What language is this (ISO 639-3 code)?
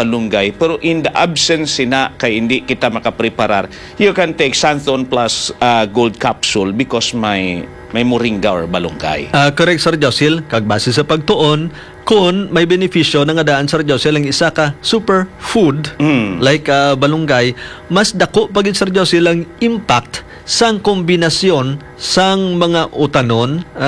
hil